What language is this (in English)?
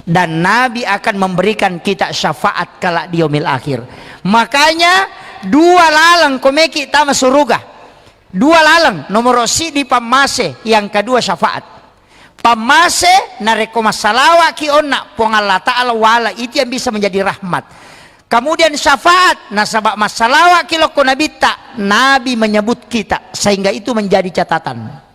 Buginese